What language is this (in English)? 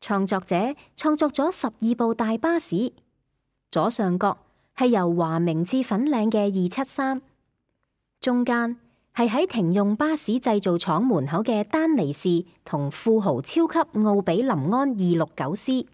Cantonese